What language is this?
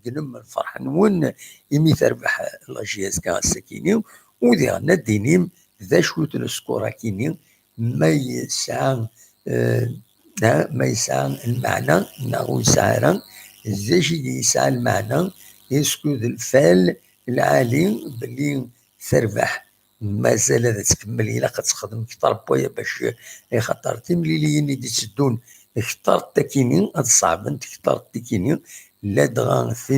Kabyle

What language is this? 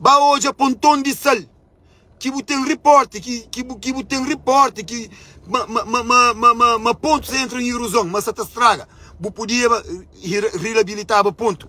Kabuverdianu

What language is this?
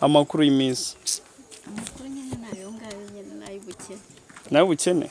Kinyarwanda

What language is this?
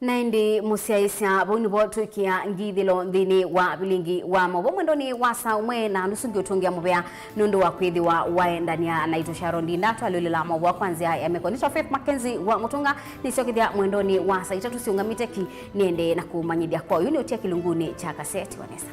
Kamba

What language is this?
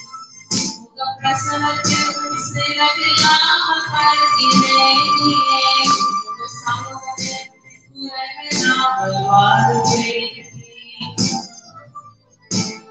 Tamil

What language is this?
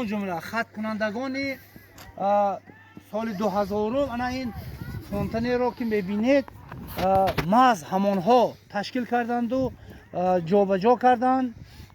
Tajik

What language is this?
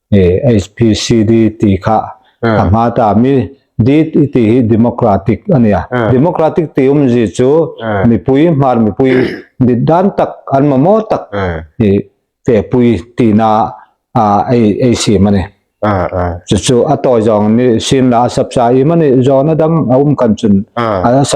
Hmar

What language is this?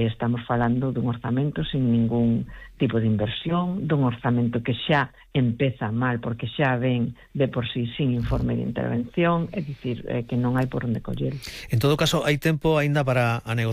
Galician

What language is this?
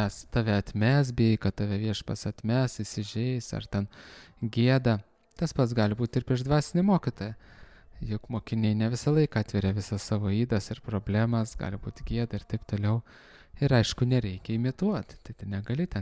Lithuanian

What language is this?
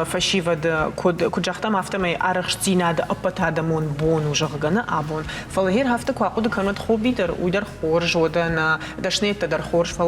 Ossetic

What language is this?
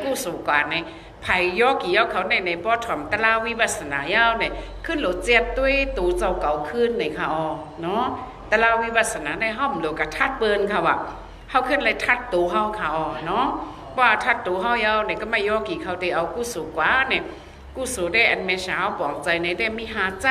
Shan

